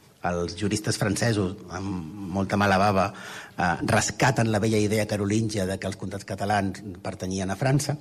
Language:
Catalan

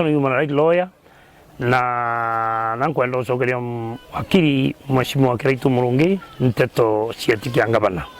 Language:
Meru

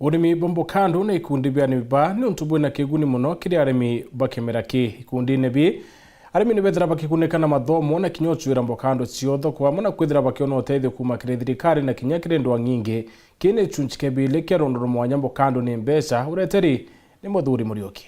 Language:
Meru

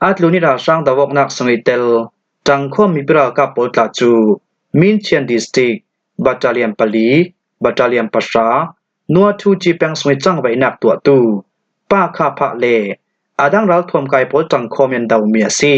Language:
Falam Chin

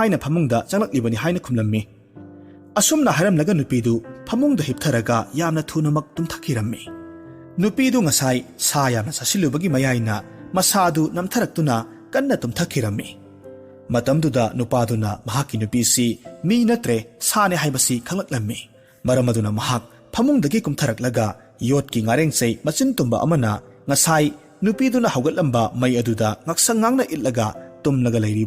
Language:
Manipuri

